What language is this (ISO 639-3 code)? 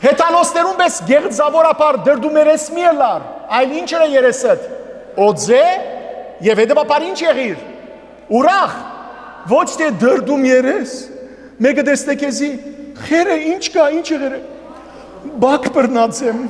hyw